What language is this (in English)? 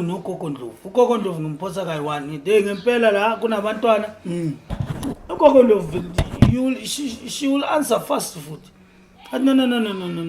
Zulu